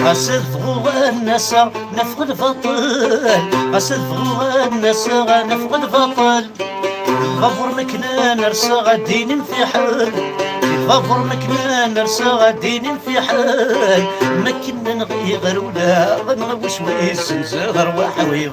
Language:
Kabyle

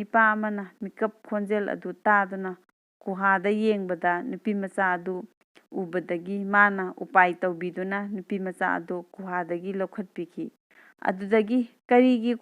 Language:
Manipuri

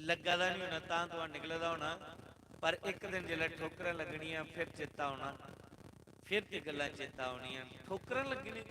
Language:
Dogri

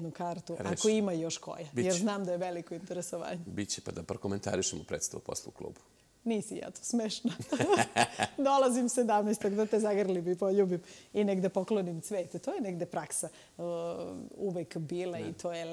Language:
Serbian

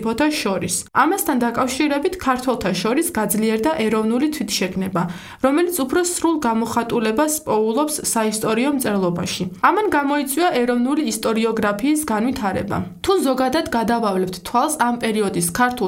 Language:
Georgian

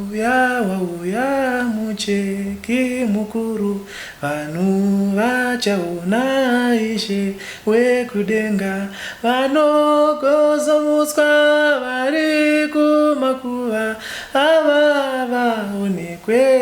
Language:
Shona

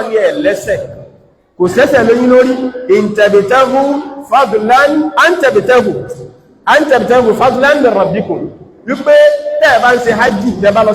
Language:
Yoruba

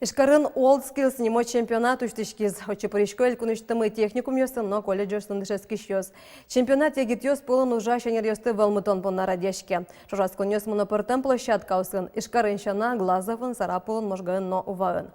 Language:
Udmurt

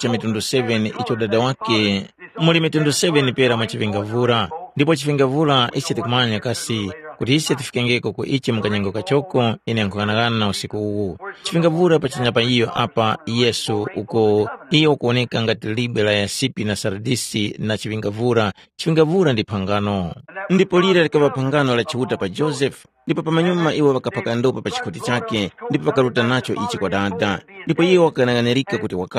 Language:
Tumbuka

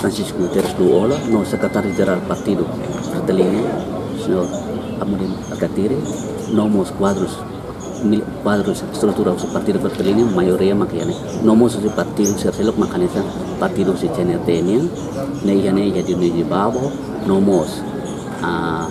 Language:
Tetum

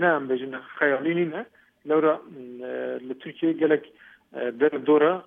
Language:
Kurdish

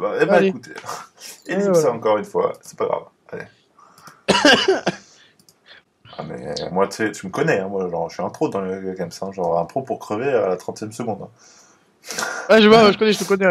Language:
French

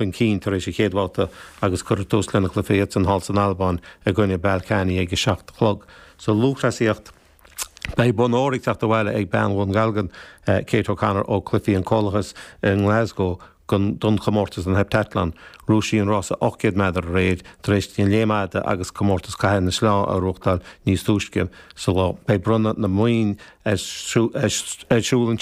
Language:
Irish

